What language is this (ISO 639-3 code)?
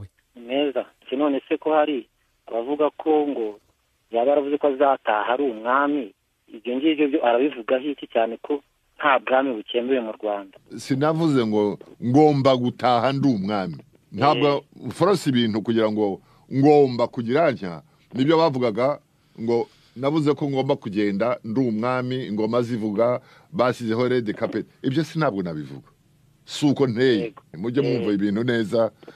kin